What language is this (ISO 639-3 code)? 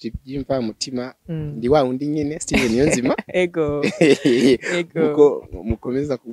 run